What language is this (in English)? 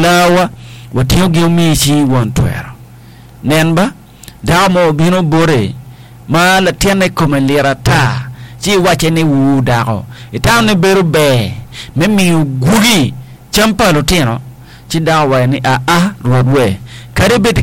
Acoli